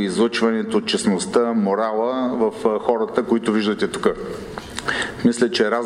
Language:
Bulgarian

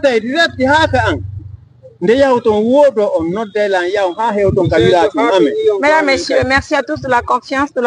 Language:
Fula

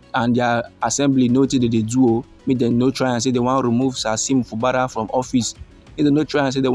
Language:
Nigerian Pidgin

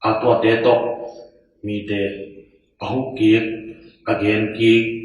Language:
Tedim Chin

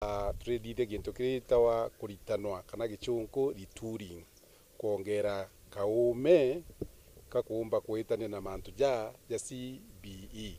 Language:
Meru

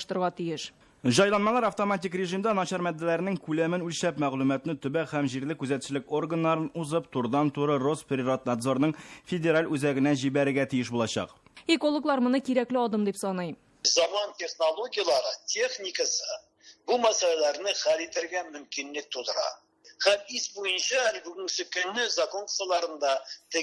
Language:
Tatar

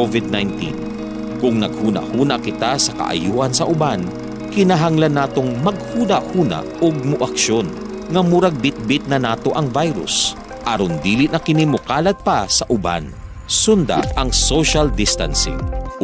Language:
Cebuano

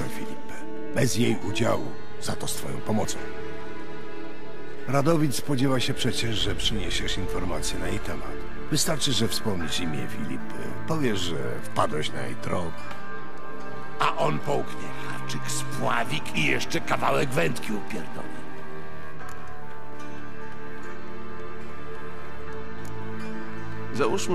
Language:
Polish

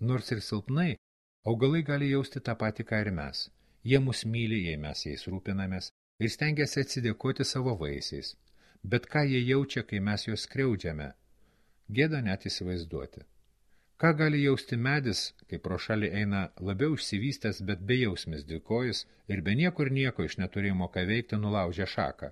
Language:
Lithuanian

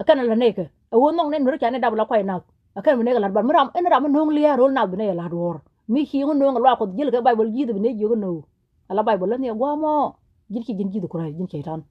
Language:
Nuer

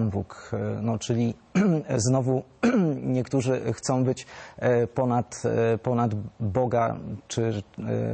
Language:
Polish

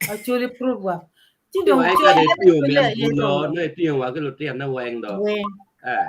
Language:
Acoli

